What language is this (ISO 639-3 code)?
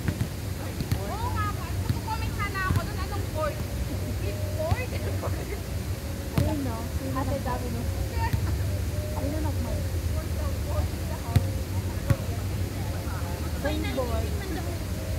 fil